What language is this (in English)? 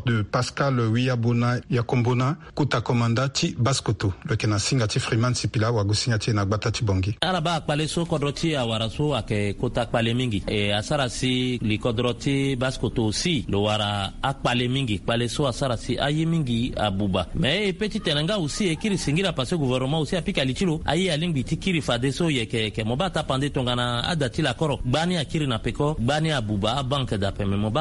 Sango